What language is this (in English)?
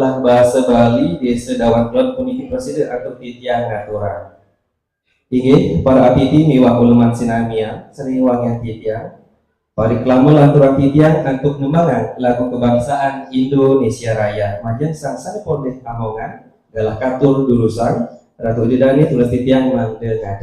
Balinese